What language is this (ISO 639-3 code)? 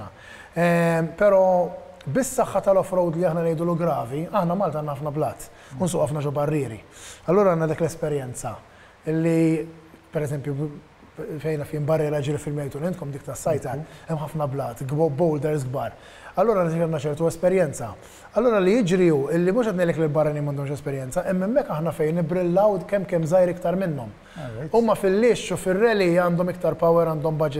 mlt